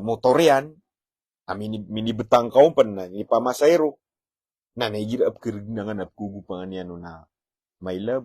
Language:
Maranao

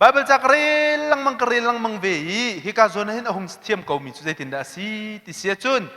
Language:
Hakha Chin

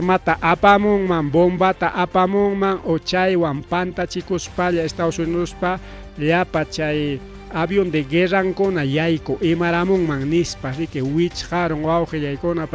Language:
Ayacucho Quechua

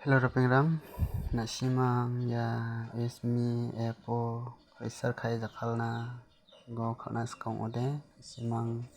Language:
Garo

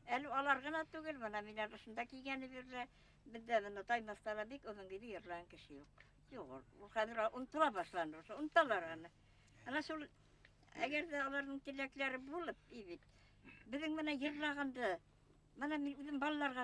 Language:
Bashkir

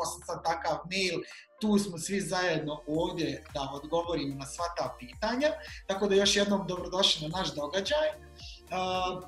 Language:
Bosnian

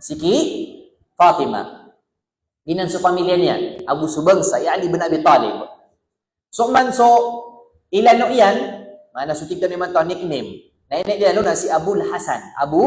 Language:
Maranao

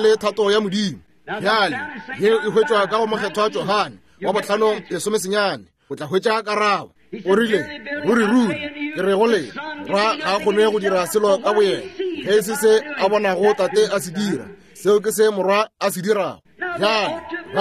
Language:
Northern Sotho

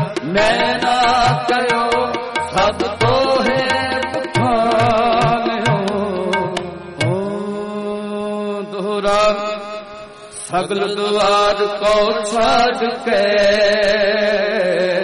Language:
Punjabi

